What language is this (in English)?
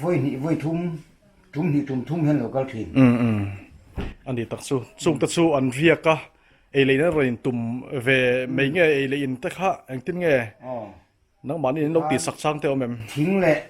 Mizo